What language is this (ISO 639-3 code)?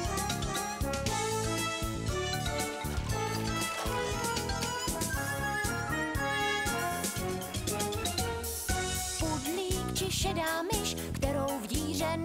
ces